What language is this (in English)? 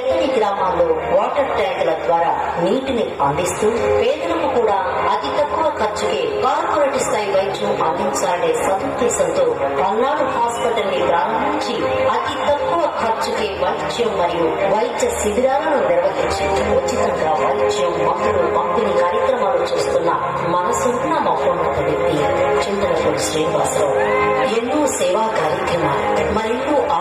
Telugu